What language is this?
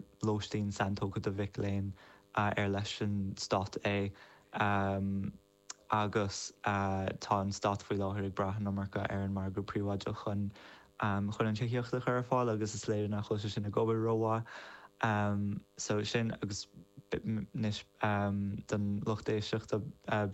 Irish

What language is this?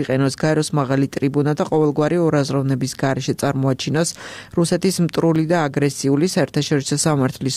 Georgian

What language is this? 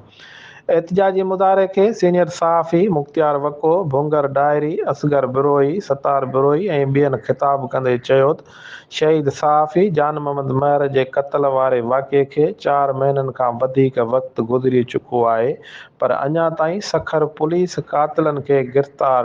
Sindhi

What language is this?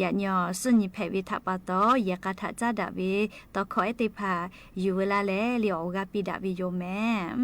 Lahu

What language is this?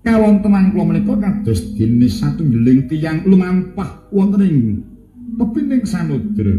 Javanese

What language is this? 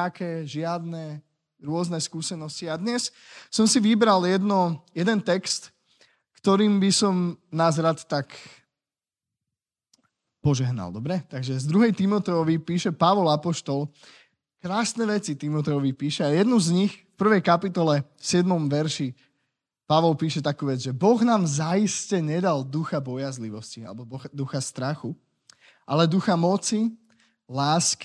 Slovak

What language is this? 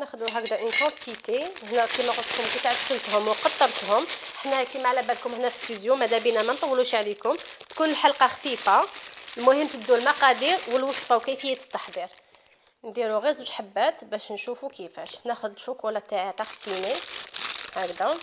Algerian Arabic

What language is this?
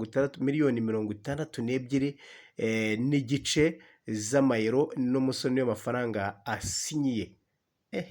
Kinyarwanda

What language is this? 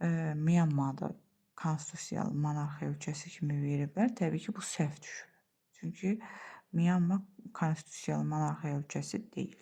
Azerbaijani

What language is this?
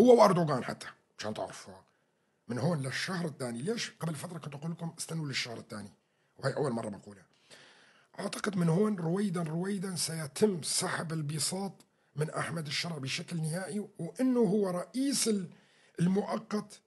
North Levantine Arabic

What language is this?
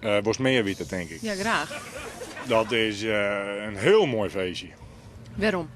Western Frisian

